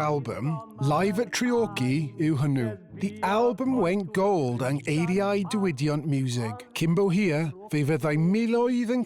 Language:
Welsh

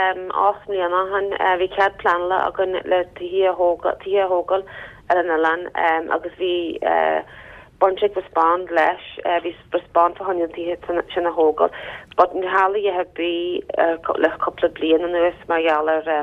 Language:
Irish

